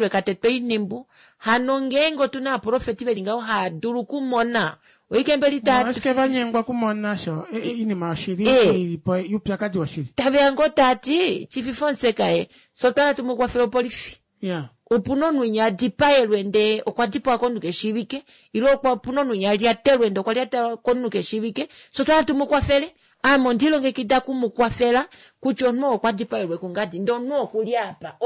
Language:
Kuanyama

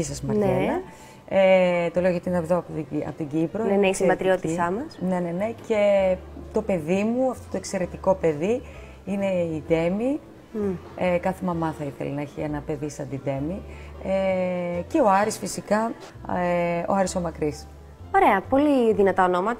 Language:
Greek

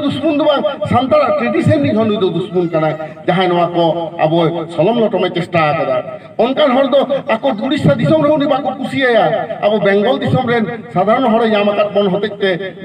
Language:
Santali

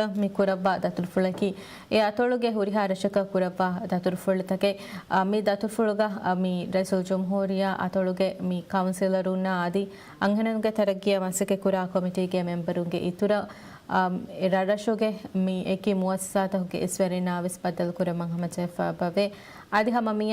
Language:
Divehi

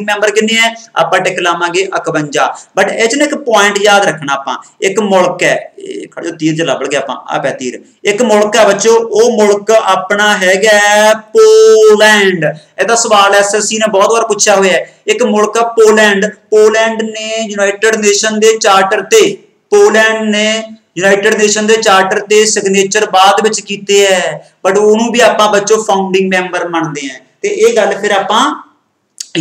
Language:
Punjabi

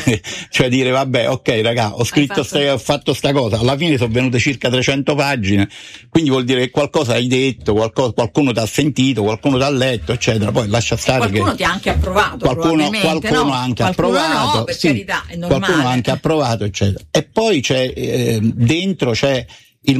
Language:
Italian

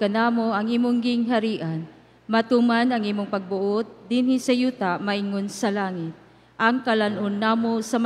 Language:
Cebuano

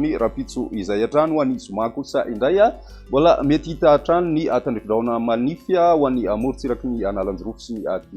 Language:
Malagasy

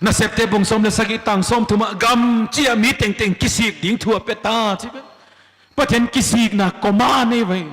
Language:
Paite Chin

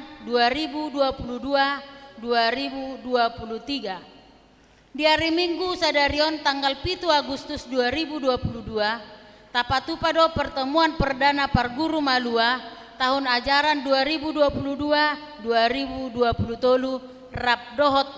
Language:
Batak Toba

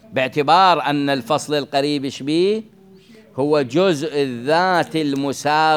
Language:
Mesopotamian Arabic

